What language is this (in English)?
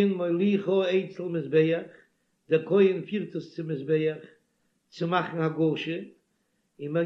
Yiddish